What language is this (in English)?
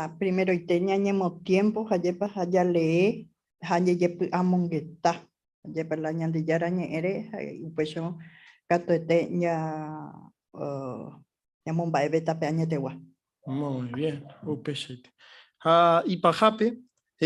Guarani